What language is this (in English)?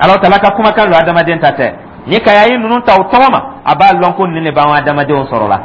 Dyula